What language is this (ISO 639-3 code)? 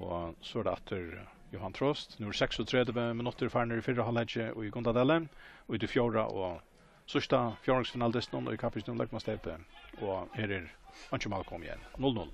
fao